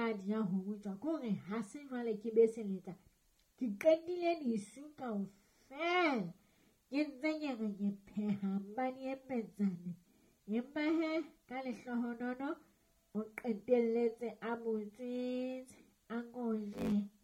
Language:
Southern Sotho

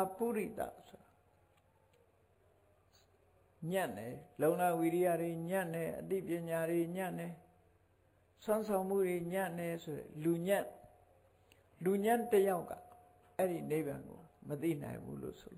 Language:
Burmese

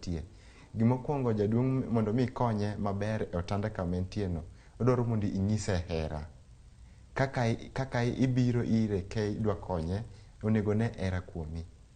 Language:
Luo (Kenya and Tanzania)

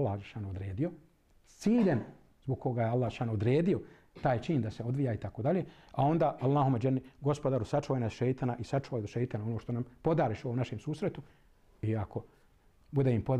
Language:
Bosnian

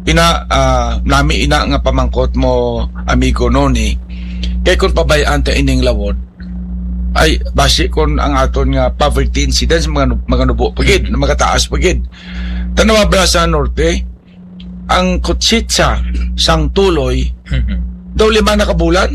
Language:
Hiligaynon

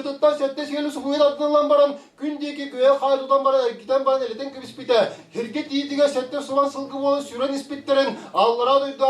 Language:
Tuvinian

